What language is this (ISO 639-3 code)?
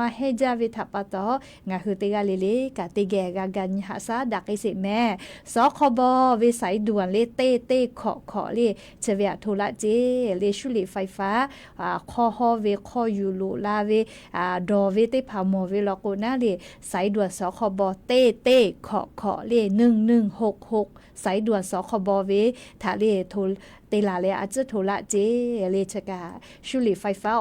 lhu